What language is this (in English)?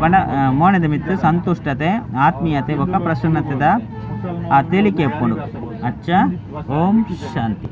Tulu